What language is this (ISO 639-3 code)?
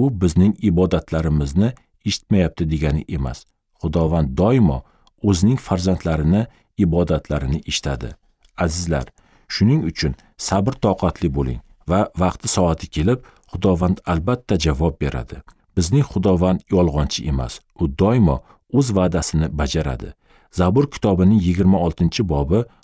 uzb